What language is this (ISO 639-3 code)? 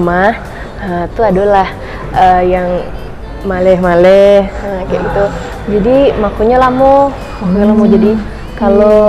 min